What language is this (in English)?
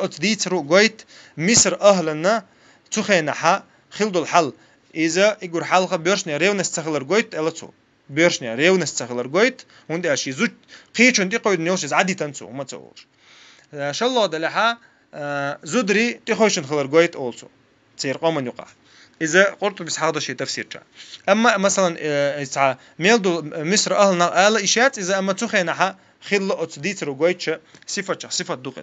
Chechen